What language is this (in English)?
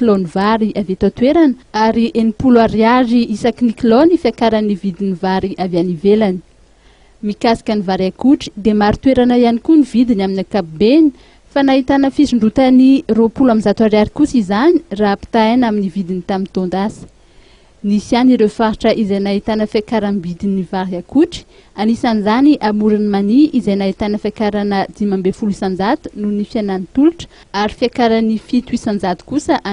Malagasy